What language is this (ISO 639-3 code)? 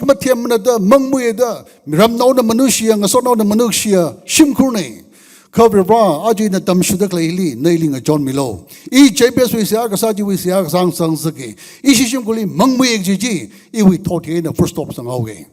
nmf